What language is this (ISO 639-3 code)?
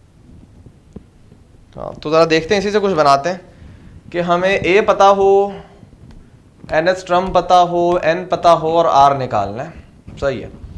hin